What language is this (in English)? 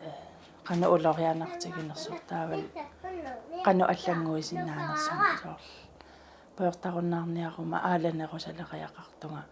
Kalaallisut